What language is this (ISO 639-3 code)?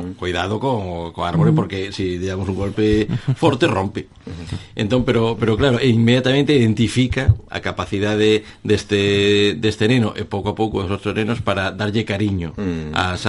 glg